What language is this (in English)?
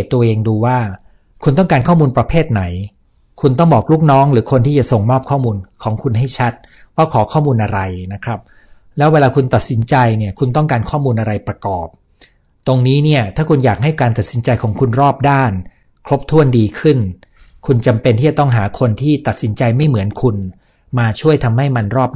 Thai